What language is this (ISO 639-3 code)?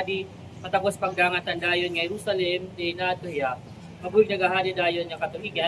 war